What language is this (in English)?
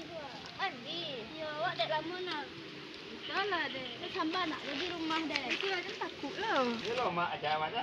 Minangkabau